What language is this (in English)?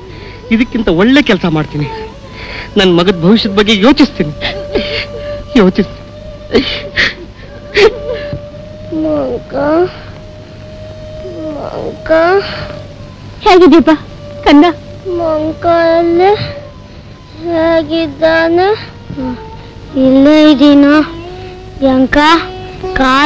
Kannada